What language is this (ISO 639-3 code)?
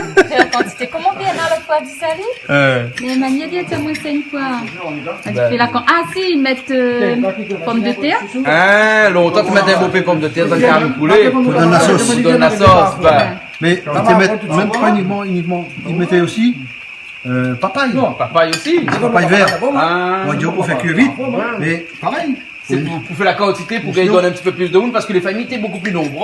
rcf